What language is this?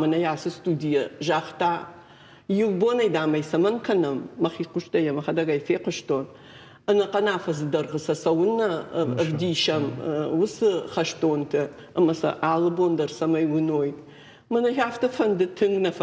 Ossetic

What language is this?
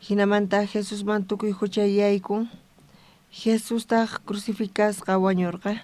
South Bolivian Quechua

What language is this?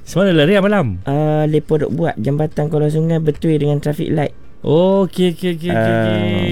Malay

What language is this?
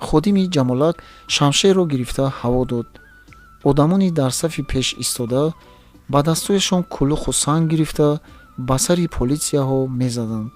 Tajik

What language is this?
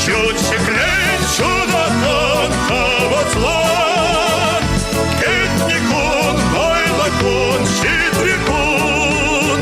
Chuvash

